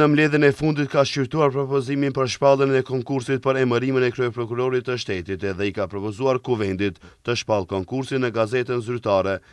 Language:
Albanian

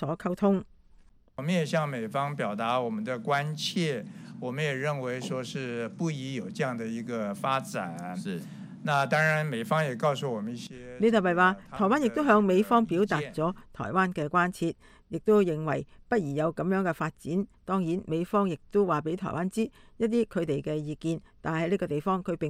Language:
Cantonese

